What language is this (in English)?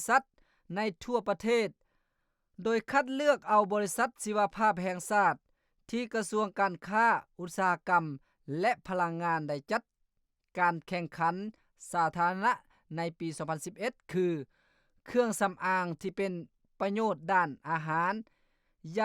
Lao